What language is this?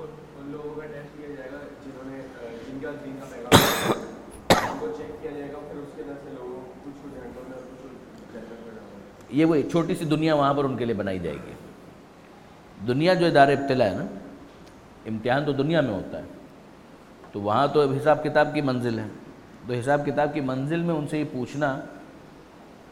Urdu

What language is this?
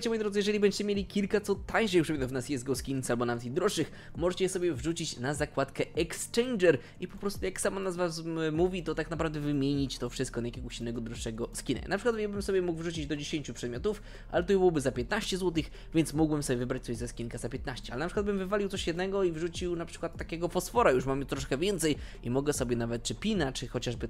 Polish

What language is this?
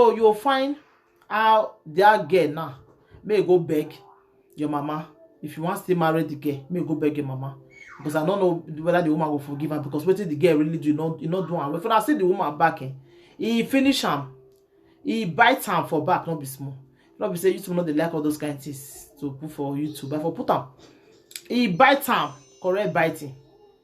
Nigerian Pidgin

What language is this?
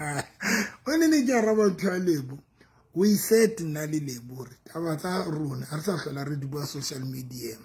Southern Sotho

